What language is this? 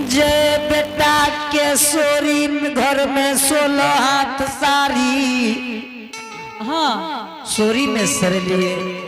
Angika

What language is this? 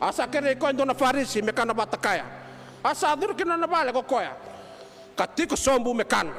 Fijian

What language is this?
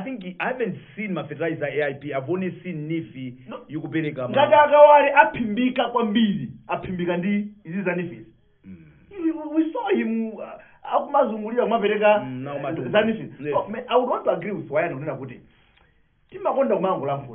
Nyanja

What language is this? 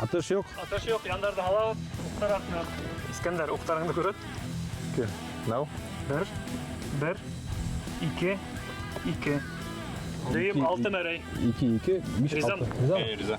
Bashkir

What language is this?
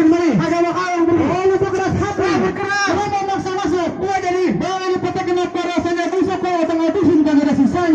Betawi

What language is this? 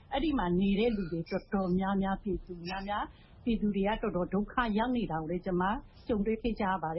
Burmese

